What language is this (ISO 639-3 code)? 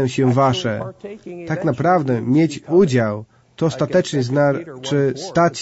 pol